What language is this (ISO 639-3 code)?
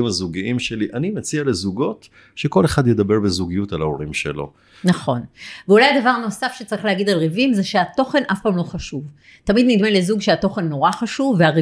heb